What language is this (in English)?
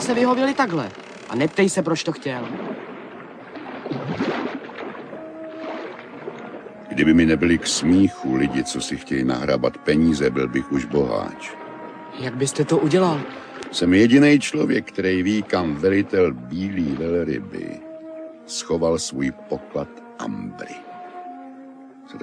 Czech